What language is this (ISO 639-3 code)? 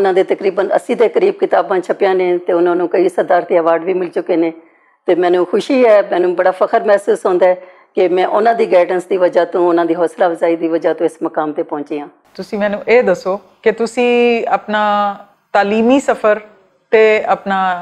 lah